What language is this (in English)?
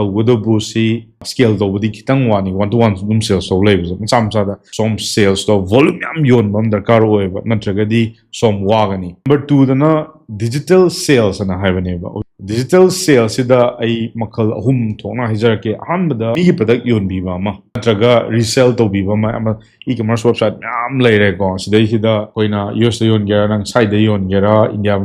Manipuri